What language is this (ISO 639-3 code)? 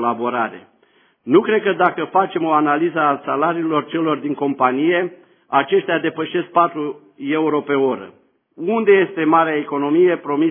ron